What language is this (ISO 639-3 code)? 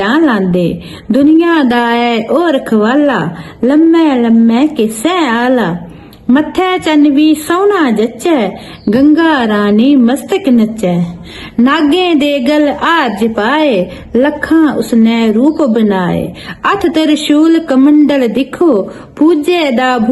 doi